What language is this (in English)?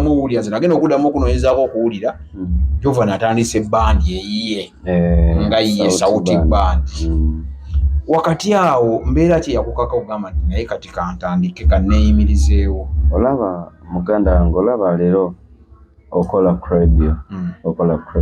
Ganda